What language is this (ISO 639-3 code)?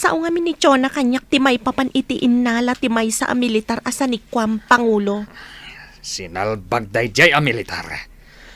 ilo